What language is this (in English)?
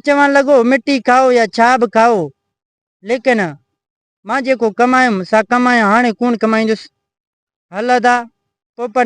Sindhi